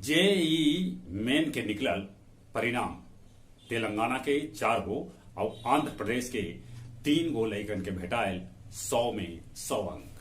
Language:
Magahi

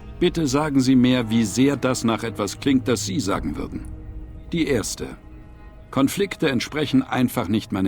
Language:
Bavarian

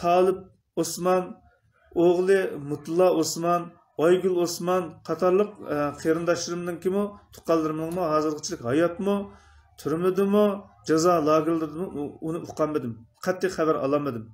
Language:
Uyghur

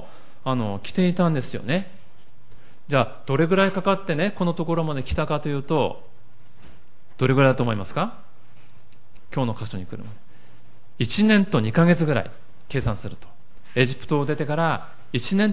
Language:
Japanese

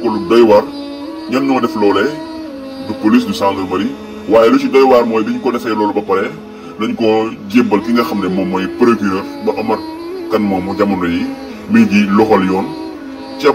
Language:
Wolof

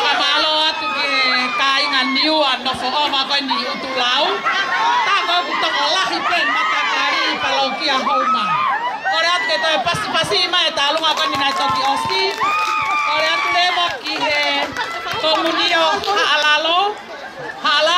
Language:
Tongan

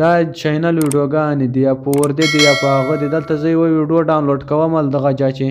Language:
Pashto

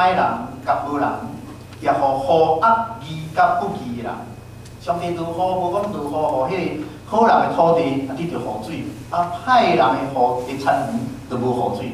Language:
Min Nan Chinese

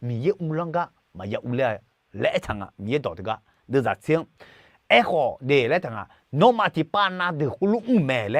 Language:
Akha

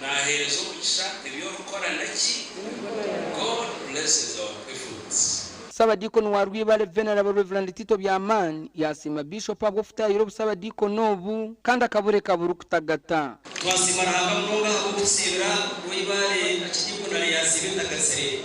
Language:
Nyankole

